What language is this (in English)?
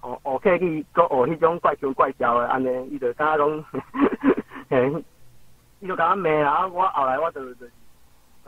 Min Nan Chinese